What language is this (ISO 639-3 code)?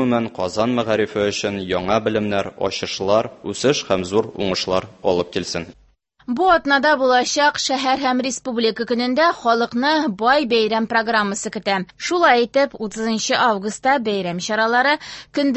tat